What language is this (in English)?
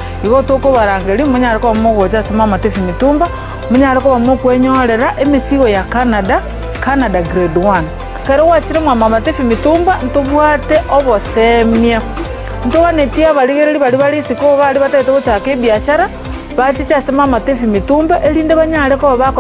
Gusii